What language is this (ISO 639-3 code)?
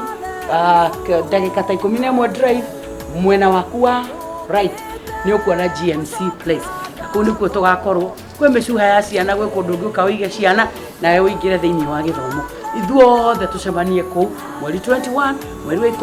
kik